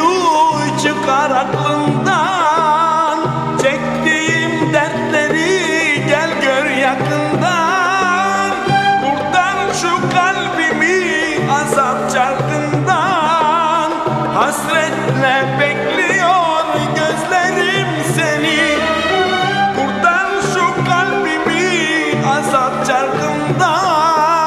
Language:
Turkish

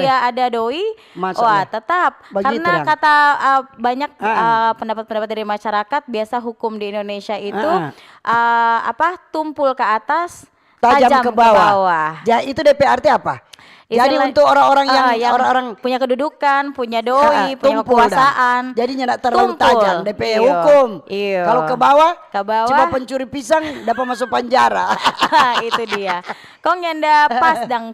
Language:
Manado Malay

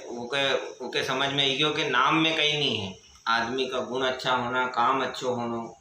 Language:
Rajasthani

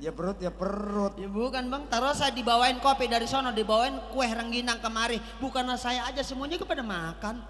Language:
Betawi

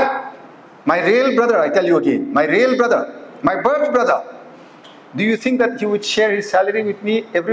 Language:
Tangkhul Naga (India)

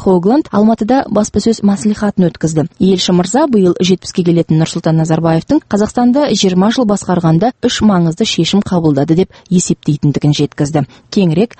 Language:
Kazakh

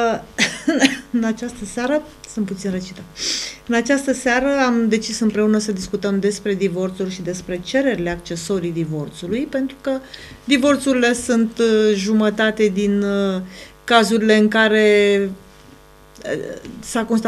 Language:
Romanian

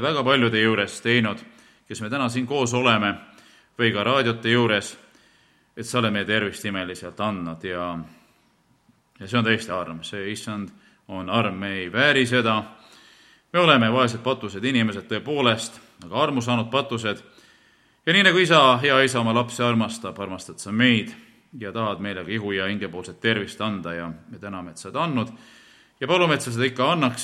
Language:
Estonian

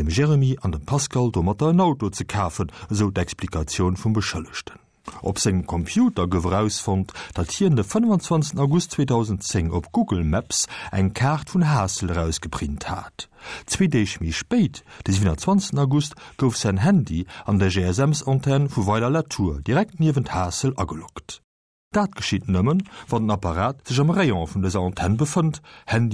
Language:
Luxembourgish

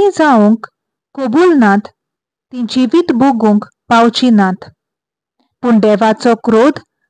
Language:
Konkani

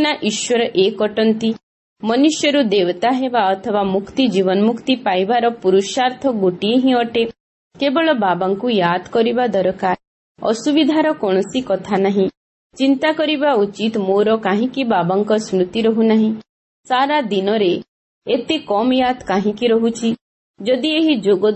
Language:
Odia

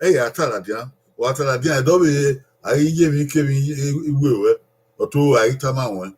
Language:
Bini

